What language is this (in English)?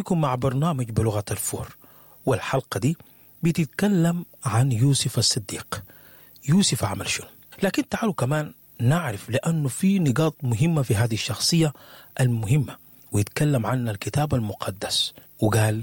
Sudanese Arabic